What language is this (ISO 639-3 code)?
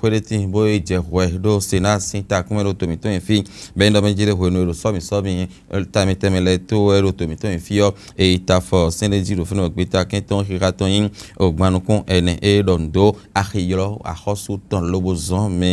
fon